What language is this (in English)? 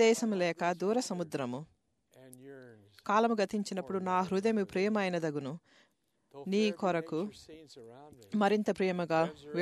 Telugu